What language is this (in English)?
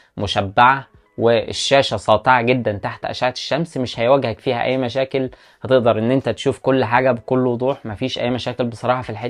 Egyptian Arabic